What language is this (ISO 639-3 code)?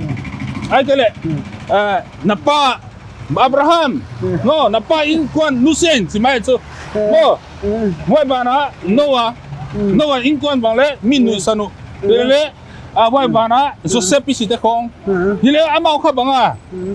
pck